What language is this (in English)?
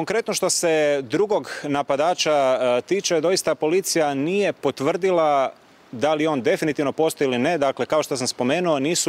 Croatian